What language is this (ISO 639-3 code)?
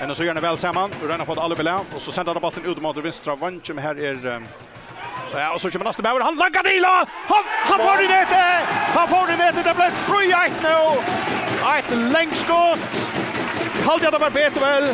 fao